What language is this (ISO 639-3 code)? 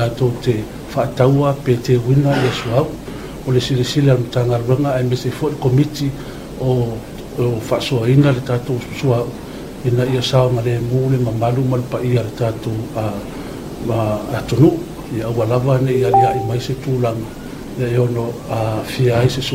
smo